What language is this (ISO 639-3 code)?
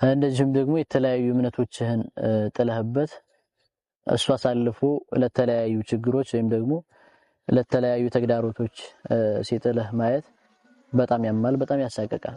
amh